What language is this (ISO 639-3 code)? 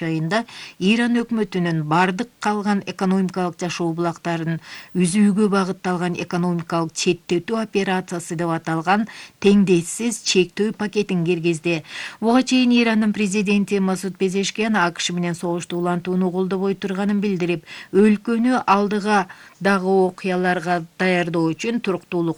kir